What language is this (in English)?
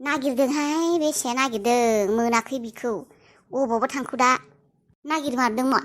Bodo